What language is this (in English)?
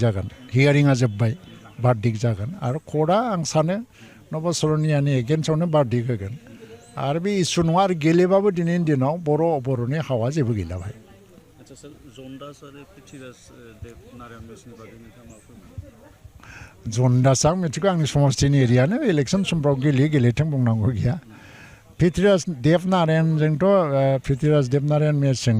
Bodo